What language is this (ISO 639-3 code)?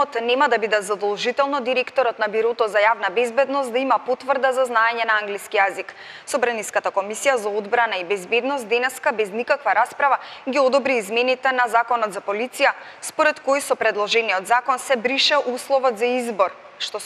mkd